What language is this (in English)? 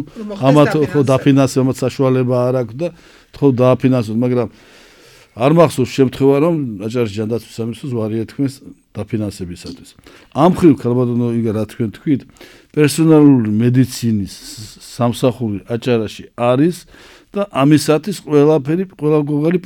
Georgian